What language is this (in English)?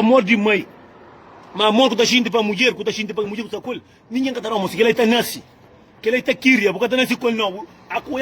Kabuverdianu